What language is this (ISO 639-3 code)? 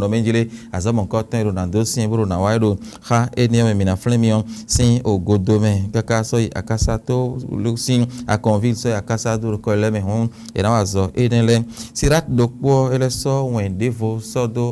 fon